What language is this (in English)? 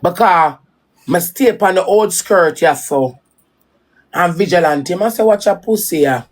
Jamaican Creole English